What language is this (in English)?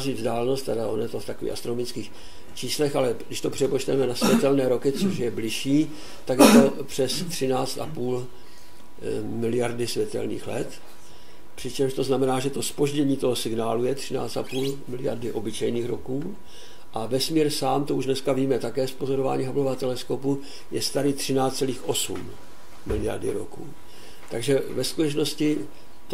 Czech